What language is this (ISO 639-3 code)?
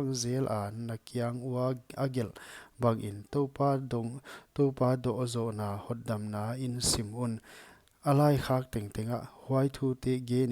pck